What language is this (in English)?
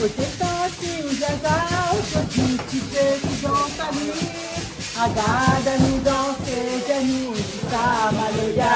Réunion Creole French